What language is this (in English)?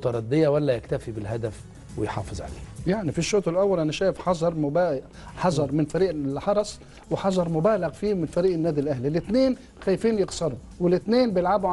Egyptian Arabic